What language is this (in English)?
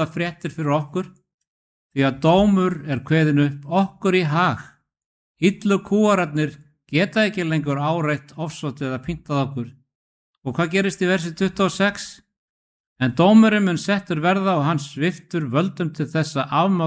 Icelandic